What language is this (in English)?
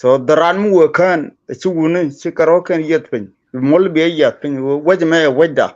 Nuer